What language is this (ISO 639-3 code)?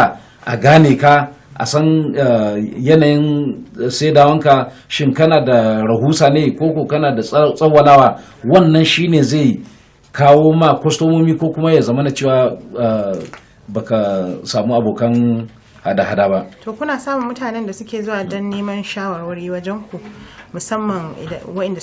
hau